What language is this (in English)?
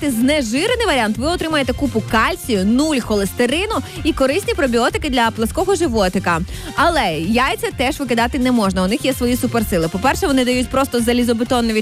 Ukrainian